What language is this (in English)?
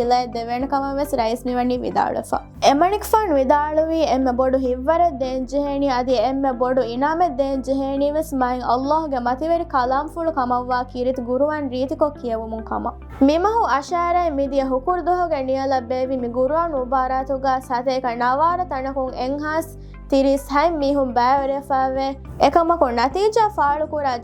Divehi